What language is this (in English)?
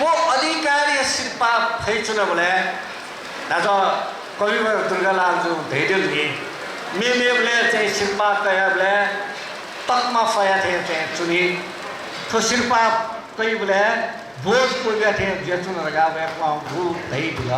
Newari